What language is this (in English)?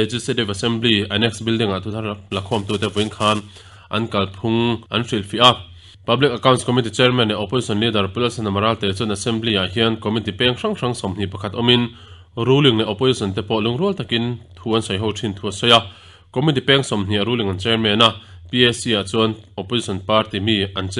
Mizo